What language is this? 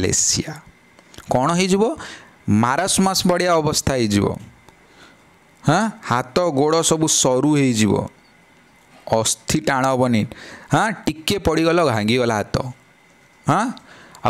Odia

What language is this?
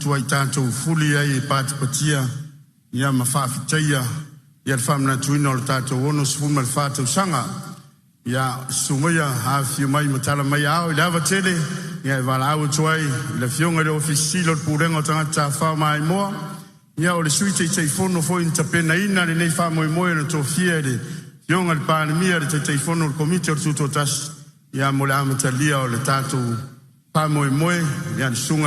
Samoan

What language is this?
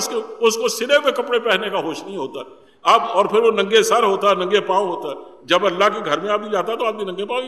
Urdu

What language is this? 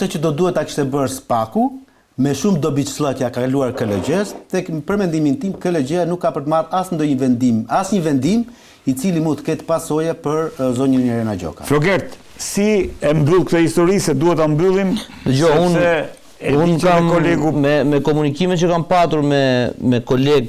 Albanian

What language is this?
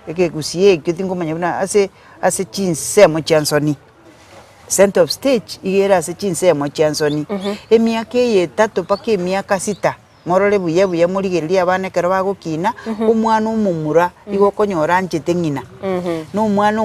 Gusii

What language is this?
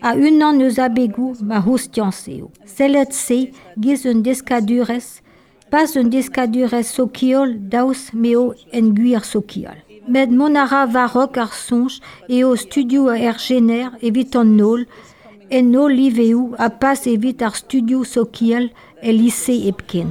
Breton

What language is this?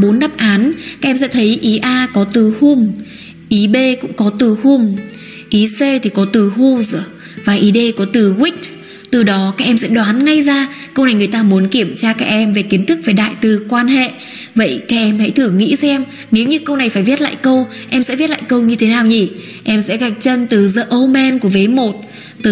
Vietnamese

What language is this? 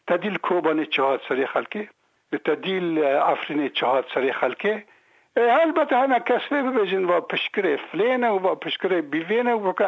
Kurdish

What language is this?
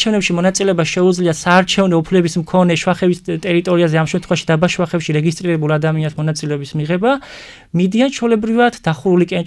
Georgian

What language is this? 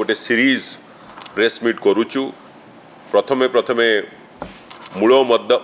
Odia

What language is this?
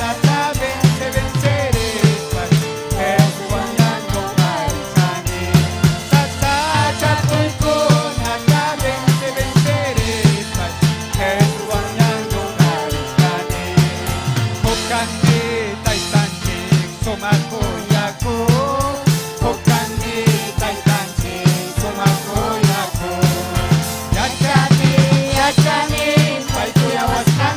Ayacucho Quechua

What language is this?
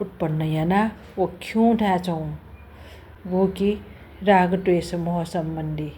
Newari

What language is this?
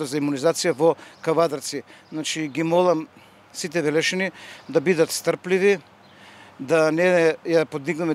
Macedonian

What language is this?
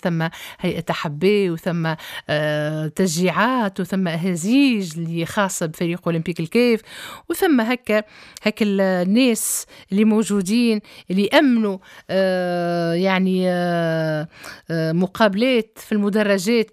Tunisian Arabic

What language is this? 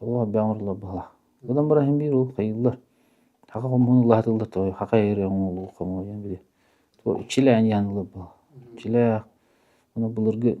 Yakut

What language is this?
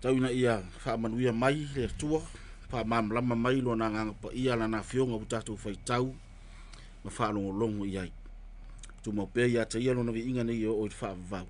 Samoan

